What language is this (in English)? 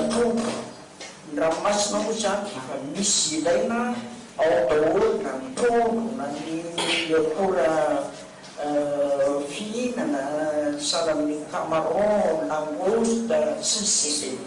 Malagasy